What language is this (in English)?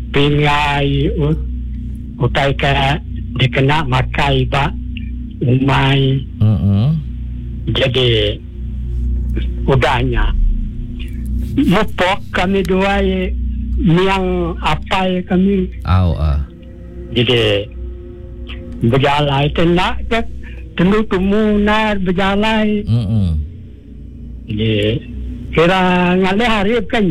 Iban